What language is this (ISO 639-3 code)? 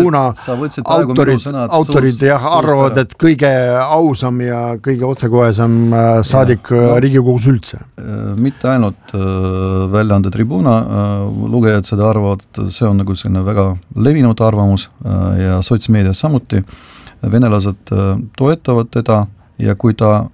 est